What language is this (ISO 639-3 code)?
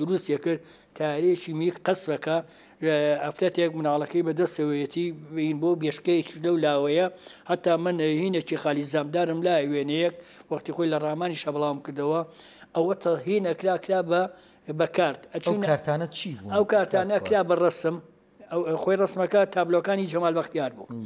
ckb